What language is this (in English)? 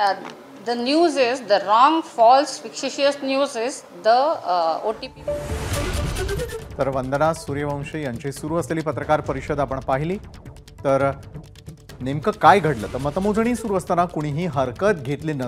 Marathi